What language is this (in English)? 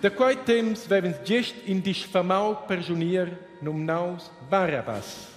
Romansh